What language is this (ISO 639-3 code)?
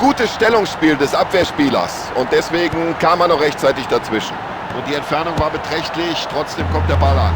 bar